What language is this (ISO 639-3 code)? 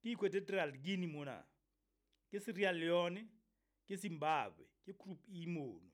sot